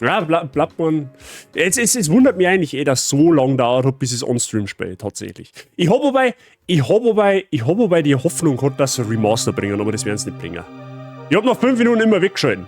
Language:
Bavarian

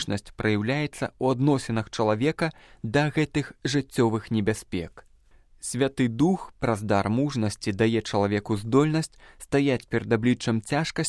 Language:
Belarusian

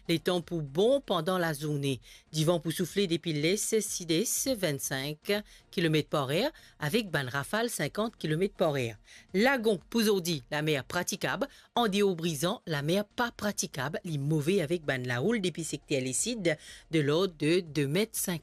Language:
Morisyen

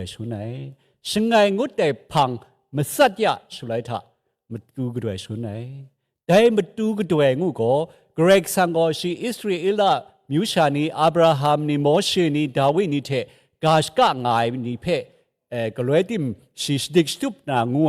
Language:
Kachin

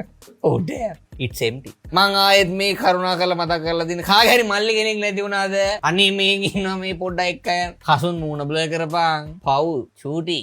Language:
Sinhala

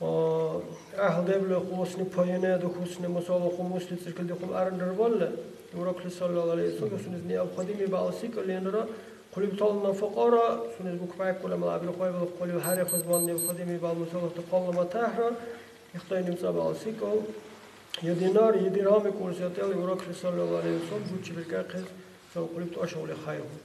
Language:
Dargwa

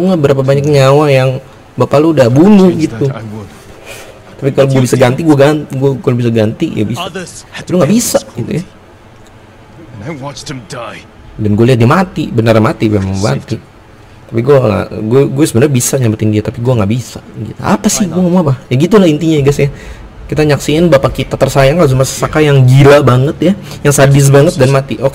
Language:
Indonesian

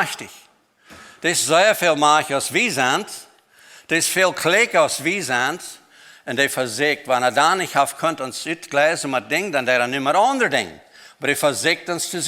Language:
Plautdietsch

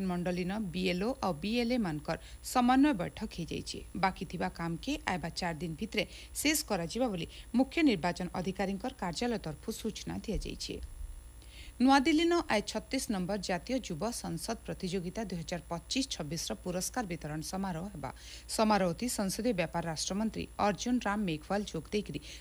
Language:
Odia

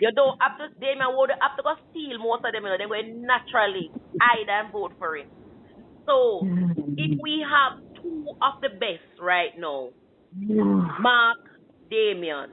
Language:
Jamaican Creole English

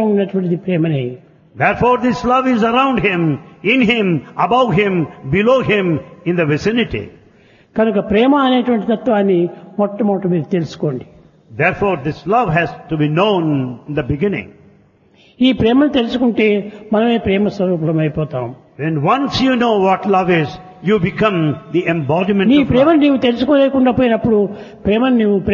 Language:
Telugu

